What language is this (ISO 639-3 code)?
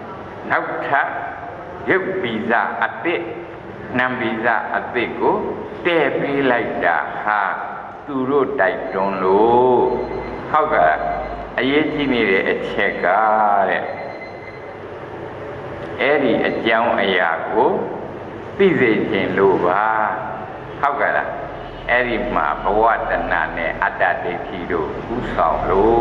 mya